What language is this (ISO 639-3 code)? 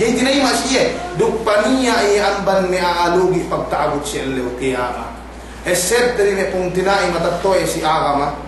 yka